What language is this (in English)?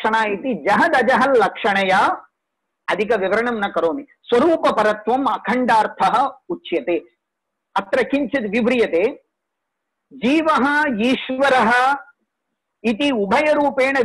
Sanskrit